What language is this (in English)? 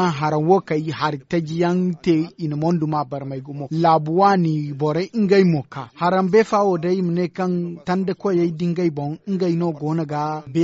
Zarma